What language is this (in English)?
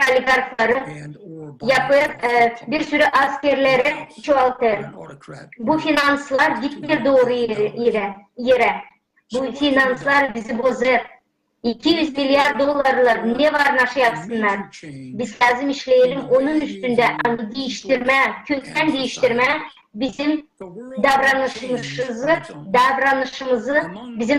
Gagauz